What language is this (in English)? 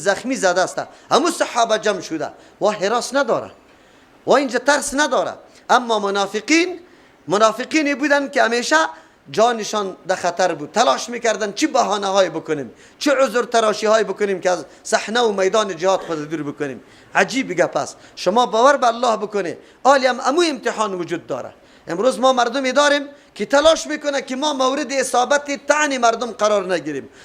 Persian